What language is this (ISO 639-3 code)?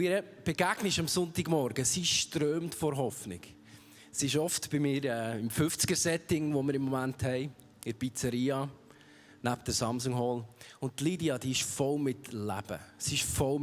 gsw